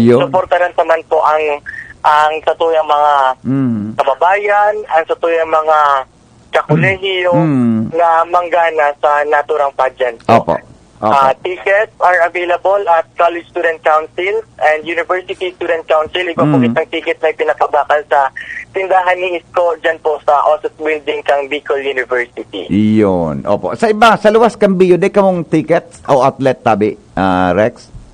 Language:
Bikol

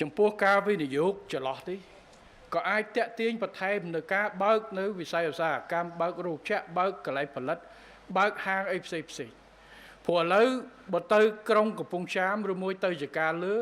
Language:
Khmer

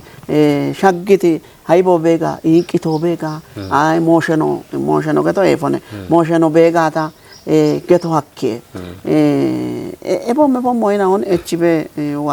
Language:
Kafa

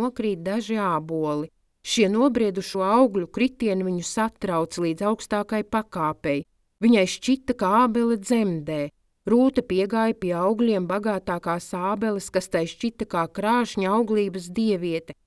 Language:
Latvian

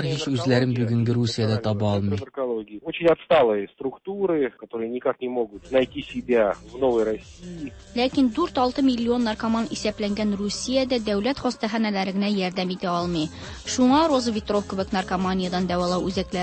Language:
Tatar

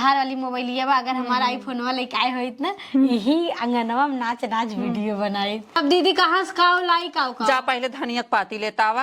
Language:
Awadhi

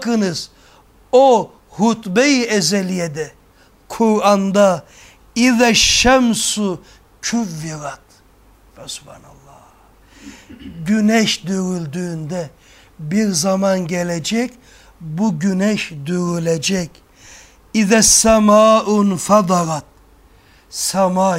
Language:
Turkish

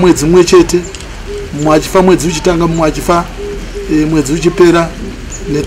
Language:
Shona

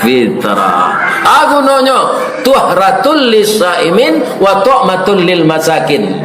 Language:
Minangkabau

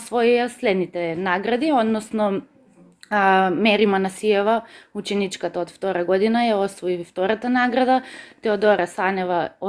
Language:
Macedonian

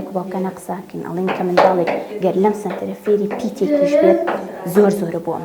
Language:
Central Kurdish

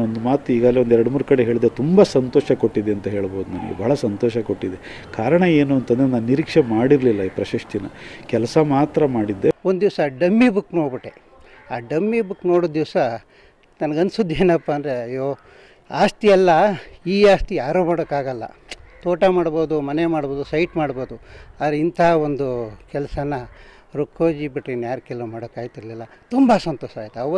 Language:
Kannada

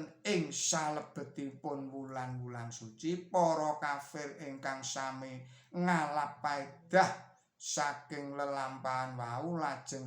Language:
Javanese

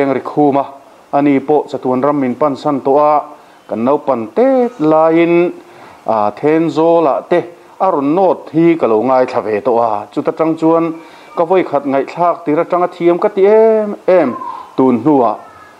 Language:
Mizo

